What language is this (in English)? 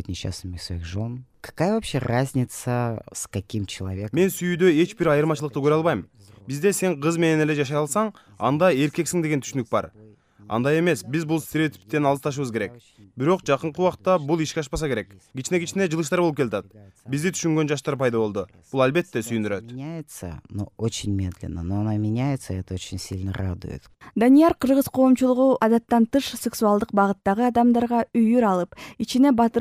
Kyrgyz